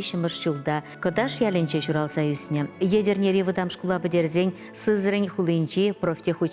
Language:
Chuvash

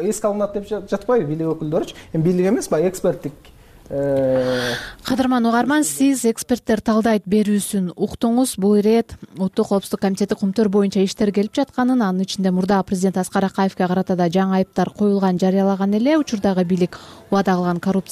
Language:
Kyrgyz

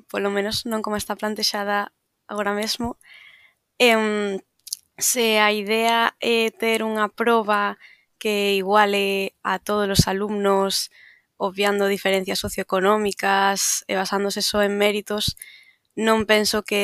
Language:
Galician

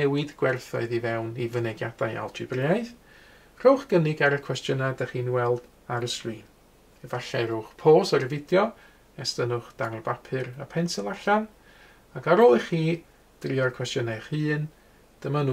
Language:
Welsh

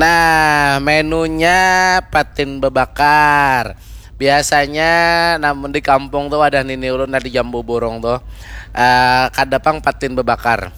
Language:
Banjar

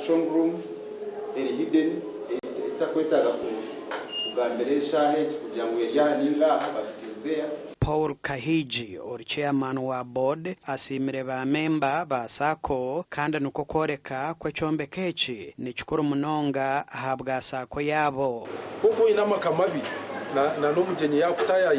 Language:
Nyankole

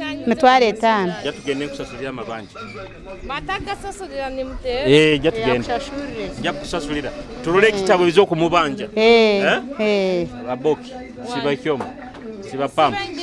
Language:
Nyoro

